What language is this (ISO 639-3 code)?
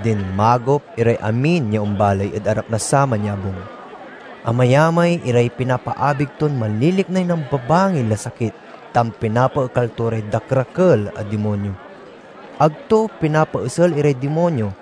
pag